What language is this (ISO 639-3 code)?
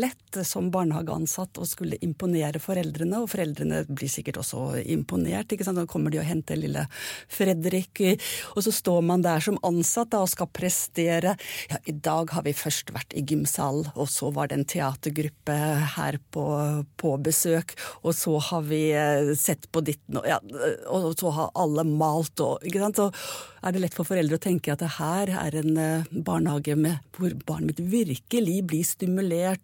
nor